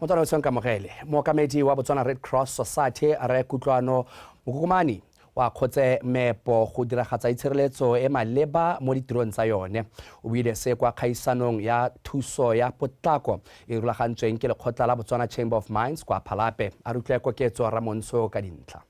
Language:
Tswana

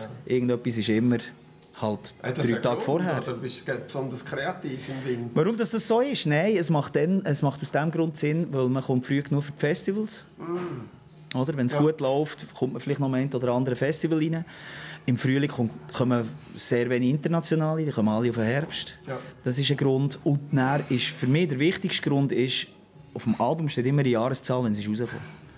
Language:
Swiss German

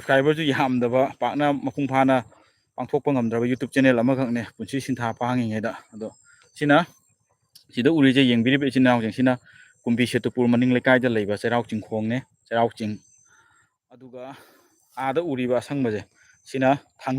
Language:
Manipuri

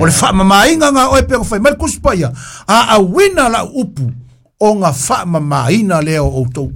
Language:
Samoan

